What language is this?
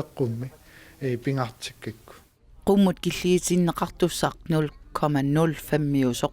Kalaallisut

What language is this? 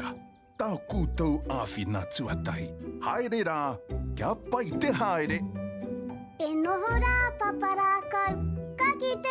Māori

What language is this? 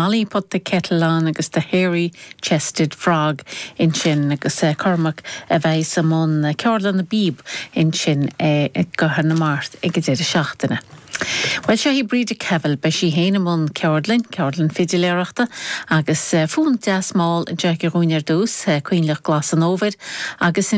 Irish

